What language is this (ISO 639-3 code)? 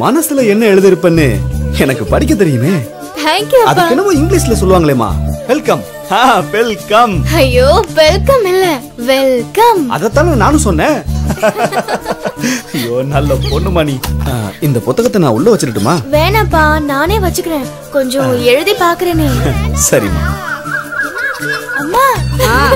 tam